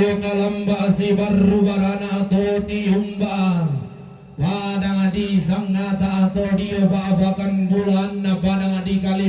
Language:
Toraja-Sa'dan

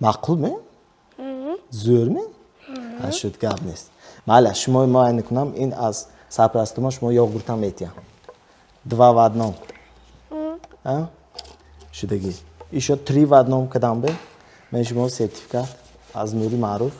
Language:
Tajik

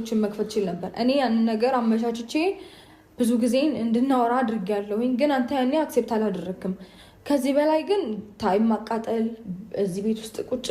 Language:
Amharic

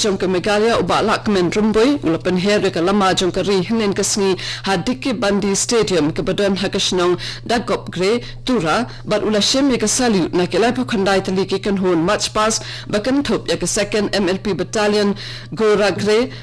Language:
Khasi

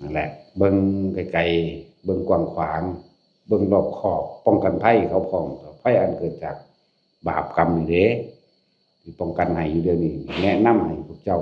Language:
Northeastern Thai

